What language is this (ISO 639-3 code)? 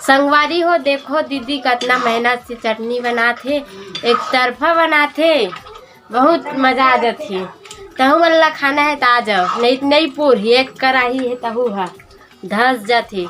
hne